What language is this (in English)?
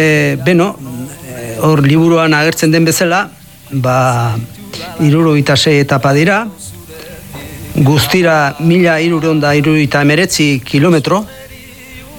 Basque